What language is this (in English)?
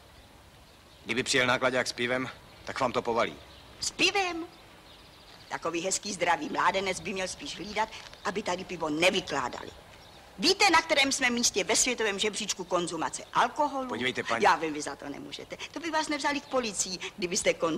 Czech